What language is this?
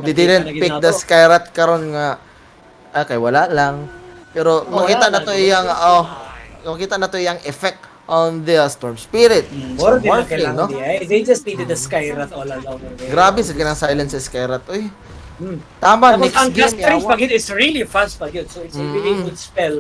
Cebuano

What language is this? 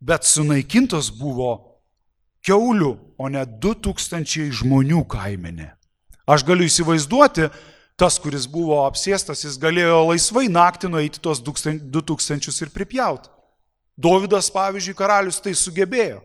Lithuanian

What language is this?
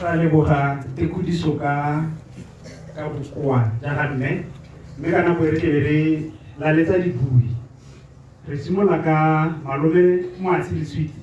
Tswana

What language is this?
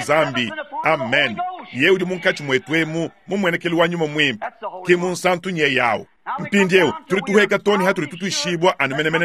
Luba-Lulua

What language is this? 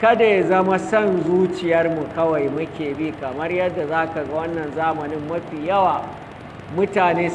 Hausa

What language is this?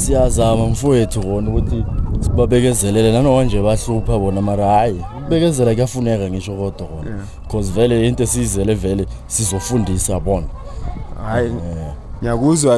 Zulu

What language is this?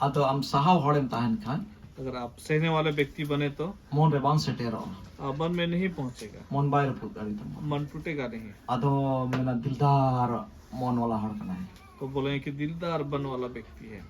Santali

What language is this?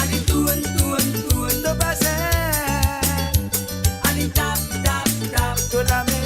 Morisyen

